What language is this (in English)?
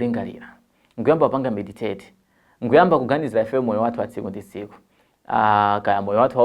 Nyanja